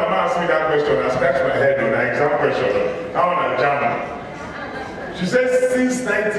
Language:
Nigerian Pidgin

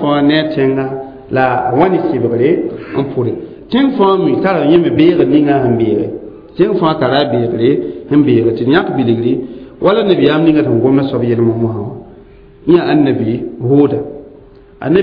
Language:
Mossi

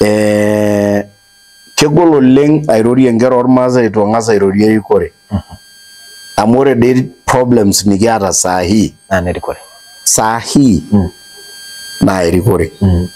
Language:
Masai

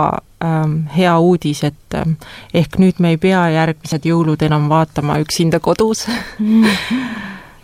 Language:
Estonian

